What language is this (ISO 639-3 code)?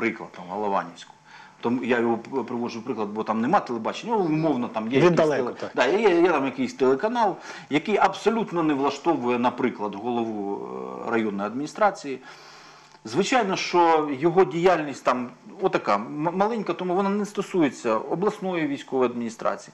ukr